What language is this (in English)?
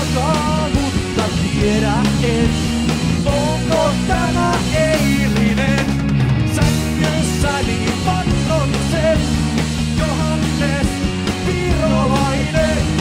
Finnish